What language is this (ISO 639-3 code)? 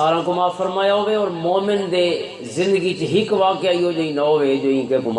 lah